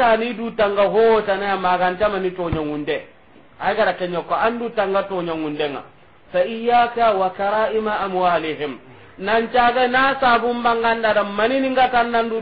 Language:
Soninke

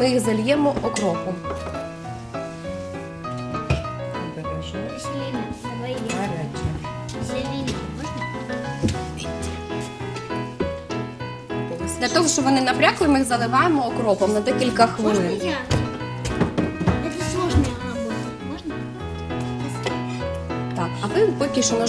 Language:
Ukrainian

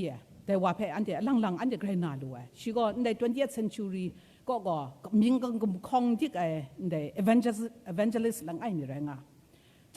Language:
Kachin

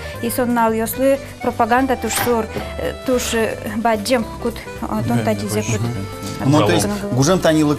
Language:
Udmurt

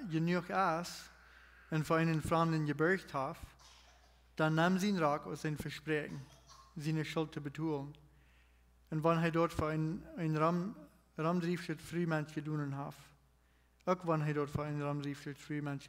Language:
Plautdietsch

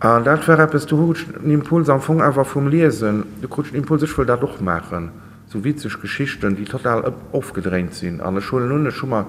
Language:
Luxembourgish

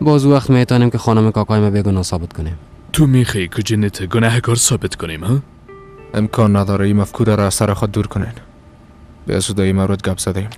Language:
Persian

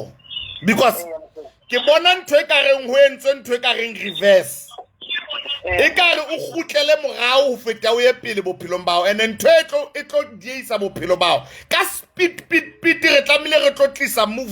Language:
Southern Sotho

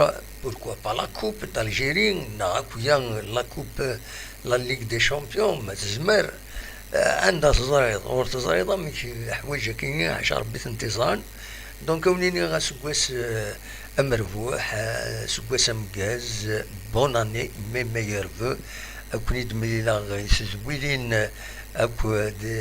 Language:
Kabyle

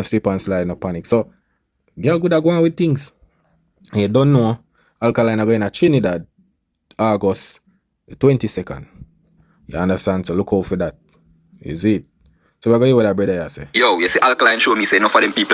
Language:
Jamaican Creole English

